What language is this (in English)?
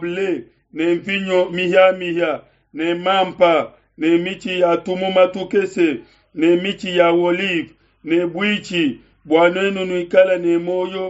Luba-Lulua